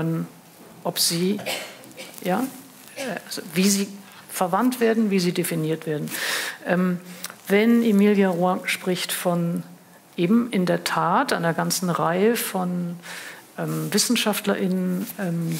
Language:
German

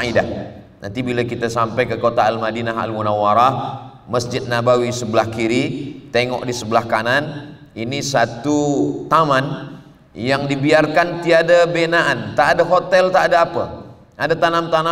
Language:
Malay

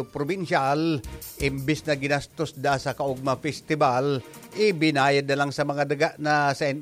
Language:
Bikol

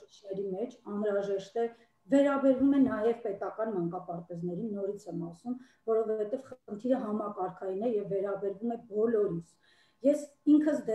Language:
Armenian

